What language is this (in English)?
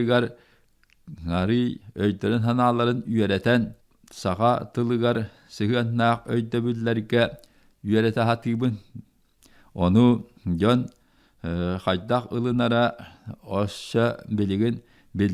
Yakut